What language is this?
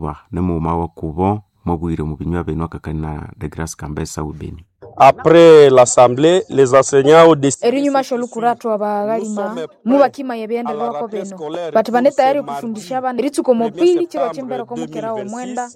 Nande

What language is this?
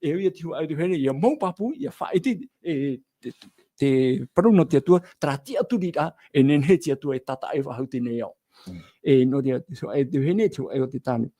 Tahitian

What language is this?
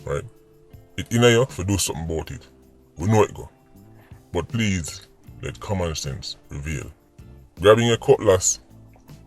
Jamaican Creole English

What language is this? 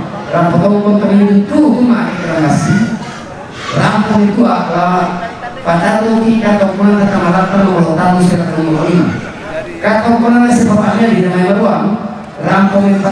Toraja-Sa'dan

